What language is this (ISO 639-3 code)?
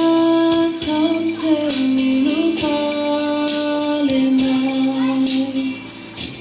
smo